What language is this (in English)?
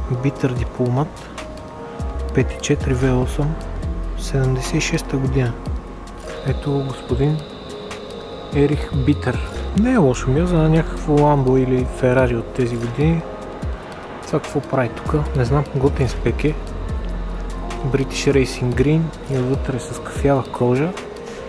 Bulgarian